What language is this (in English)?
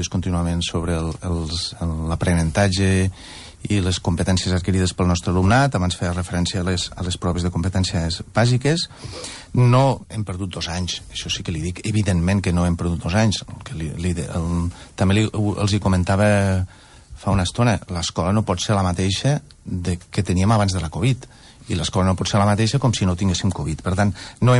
Catalan